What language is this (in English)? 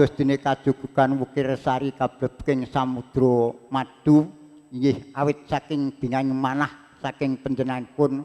Javanese